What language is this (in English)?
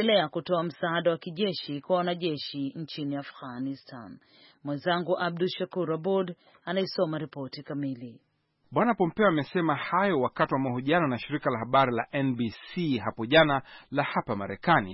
Swahili